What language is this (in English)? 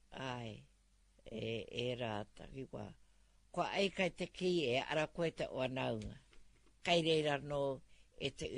Māori